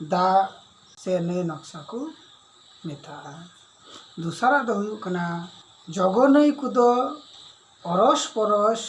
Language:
Santali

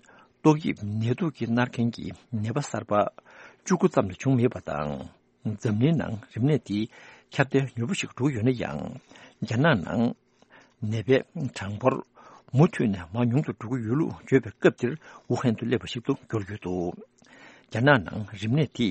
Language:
Tibetan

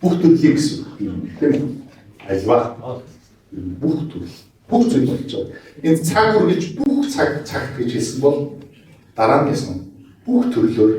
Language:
Mongolian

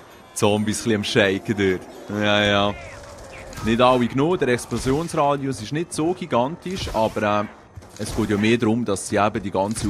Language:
Swiss German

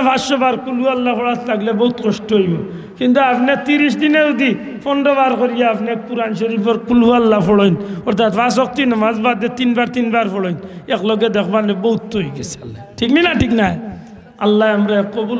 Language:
Sylheti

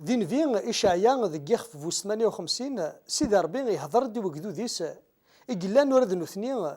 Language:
Kabyle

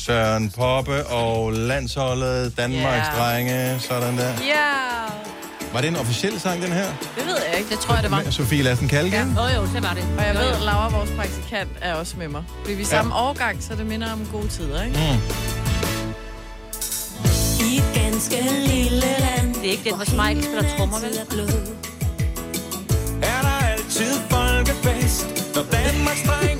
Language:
Danish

